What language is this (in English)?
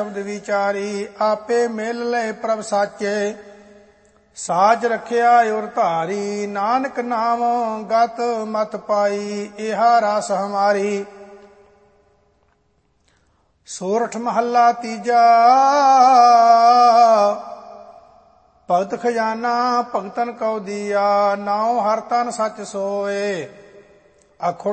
Punjabi